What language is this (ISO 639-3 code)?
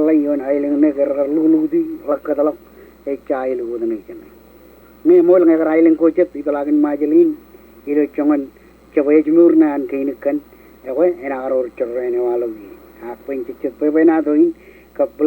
mah